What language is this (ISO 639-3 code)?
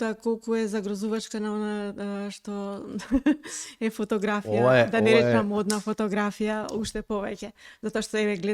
mkd